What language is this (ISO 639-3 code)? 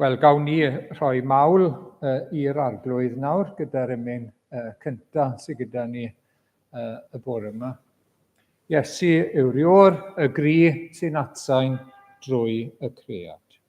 cym